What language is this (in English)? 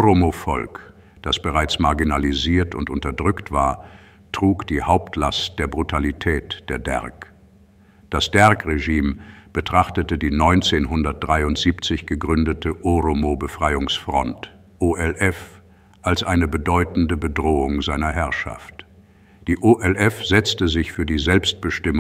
German